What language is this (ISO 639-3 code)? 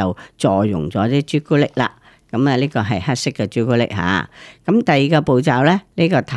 yue